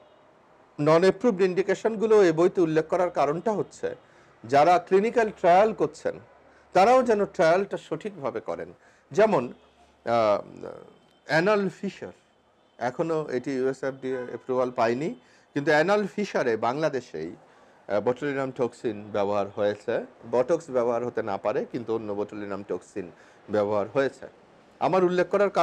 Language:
Bangla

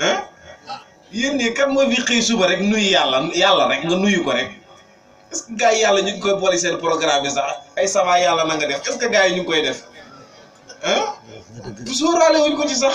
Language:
Wolof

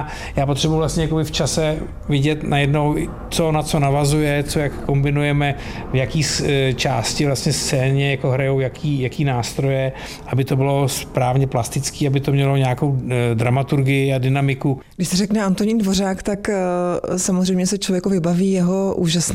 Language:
Czech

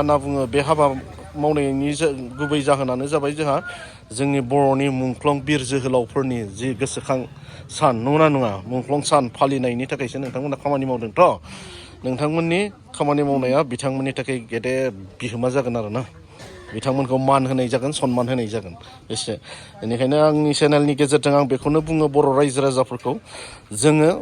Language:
Bodo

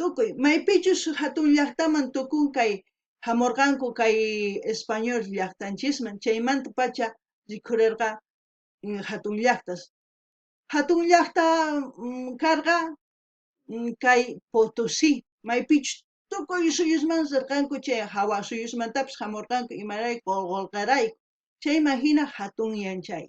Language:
South Bolivian Quechua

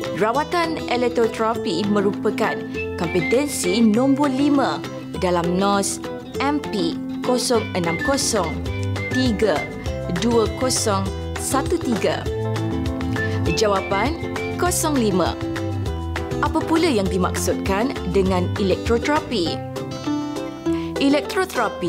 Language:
Malay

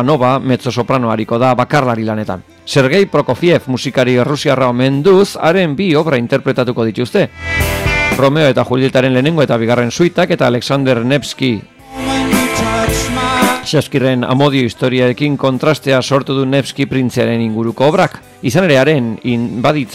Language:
Basque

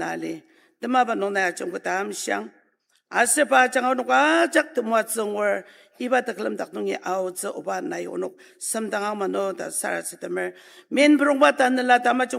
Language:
Ao Naga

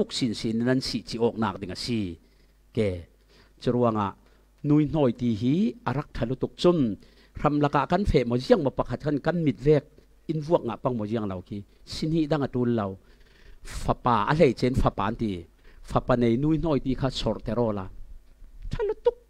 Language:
Falam Chin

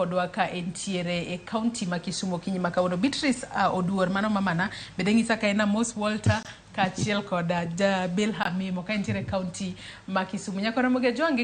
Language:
Luo (Kenya and Tanzania)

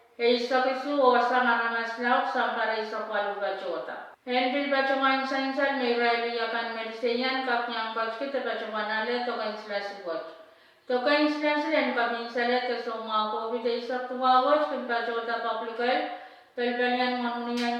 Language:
Pohnpeian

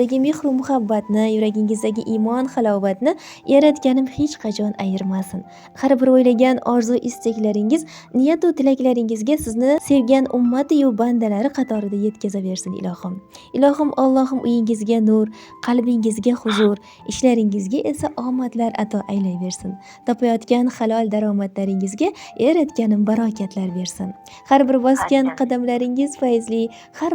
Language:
Uzbek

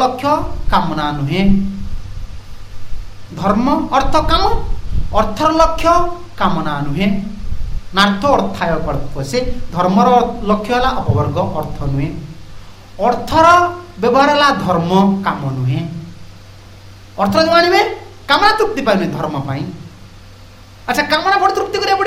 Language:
Odia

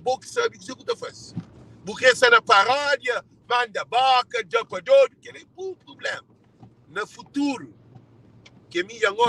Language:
Kabuverdianu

